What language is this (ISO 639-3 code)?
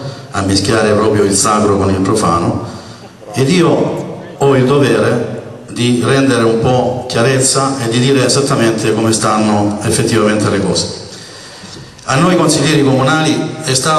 ita